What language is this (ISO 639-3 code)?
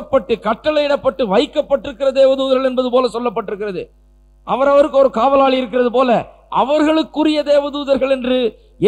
tam